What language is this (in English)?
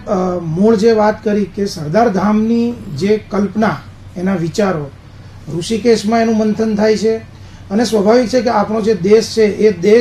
Gujarati